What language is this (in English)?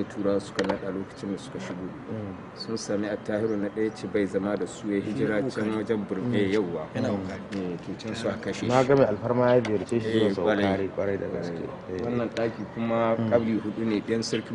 Hausa